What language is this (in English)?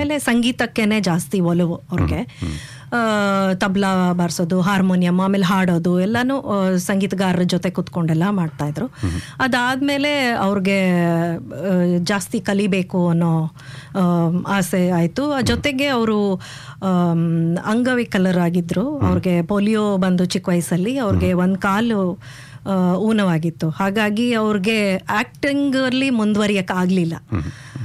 Kannada